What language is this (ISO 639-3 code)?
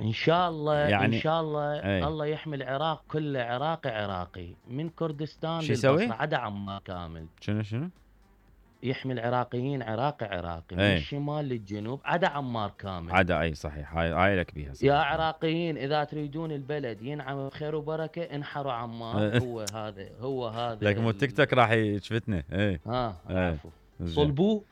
acm